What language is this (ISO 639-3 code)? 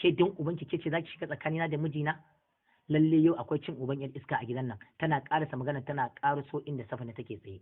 hau